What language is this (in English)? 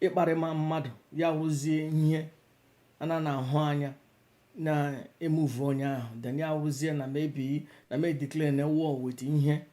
Igbo